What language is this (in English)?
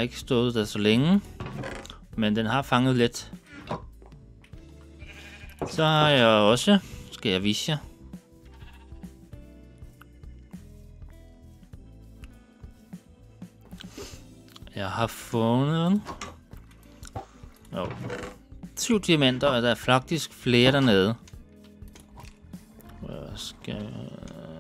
Danish